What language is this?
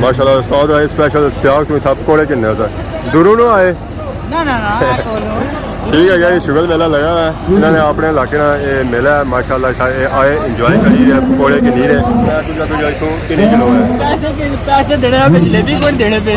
Pahari-Potwari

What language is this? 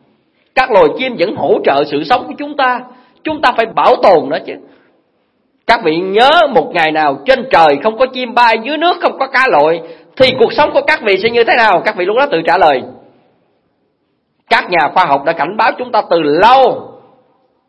Vietnamese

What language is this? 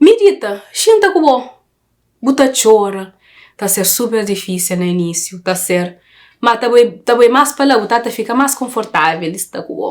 Kabuverdianu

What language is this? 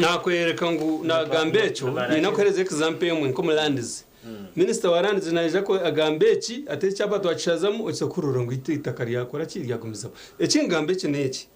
Nyankole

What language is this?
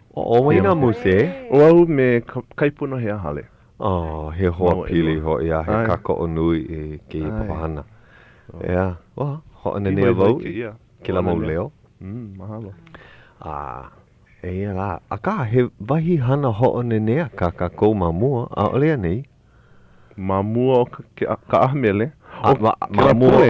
Hawaiian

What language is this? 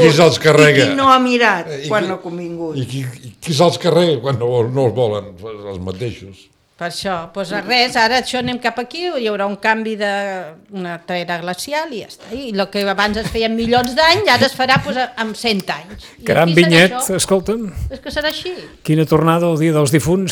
Catalan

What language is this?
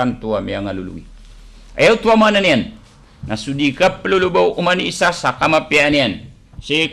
Maranao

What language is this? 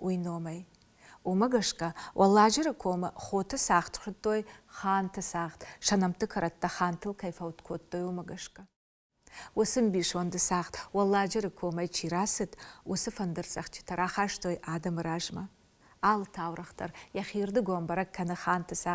Ossetic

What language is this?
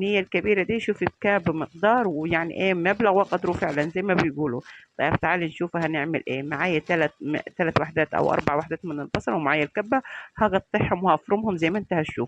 Egyptian Arabic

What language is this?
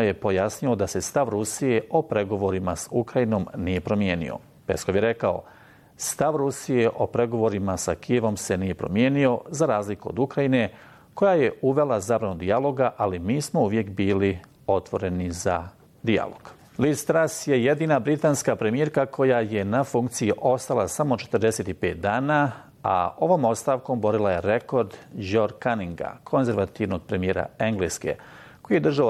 Bosnian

